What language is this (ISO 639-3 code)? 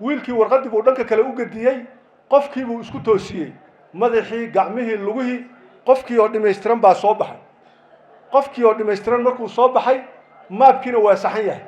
som